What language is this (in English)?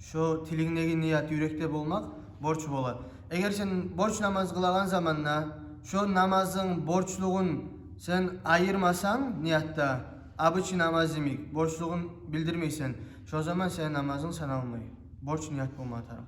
Kumyk